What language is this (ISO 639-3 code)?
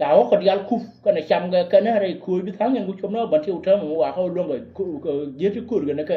nus